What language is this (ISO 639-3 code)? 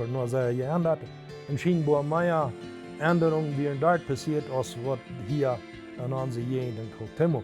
pdt